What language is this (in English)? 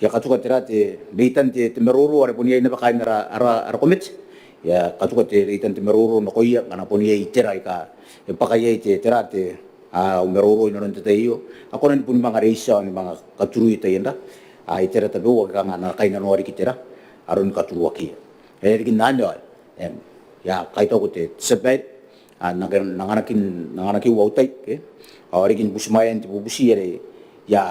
Gilbertese